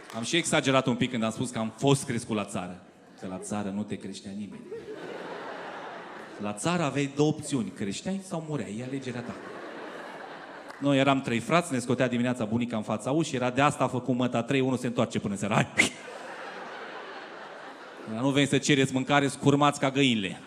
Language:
Romanian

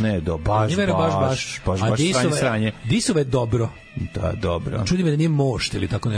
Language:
Serbian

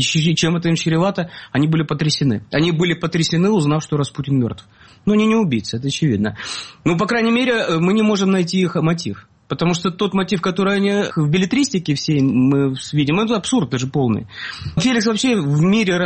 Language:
Russian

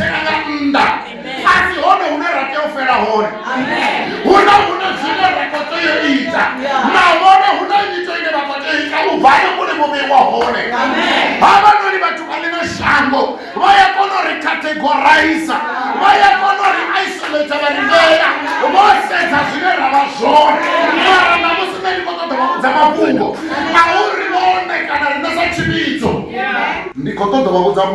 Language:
Venda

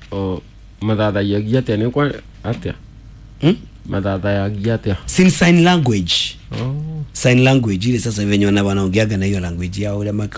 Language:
Kikuyu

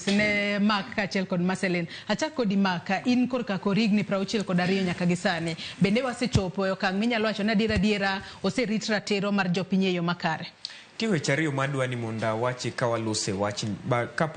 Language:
Luo (Kenya and Tanzania)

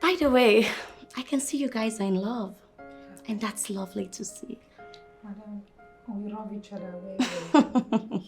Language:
Nigerian Pidgin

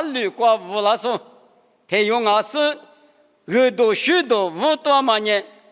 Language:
Lisu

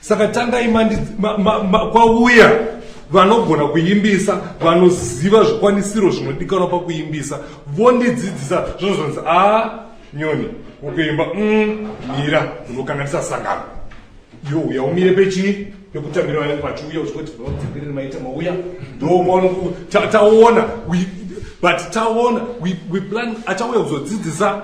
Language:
Shona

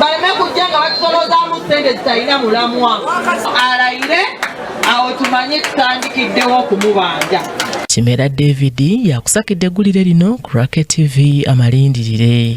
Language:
Ganda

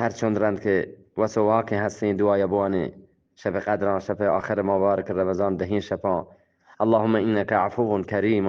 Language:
Eastern Balochi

